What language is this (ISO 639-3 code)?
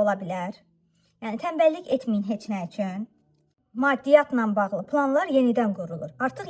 aze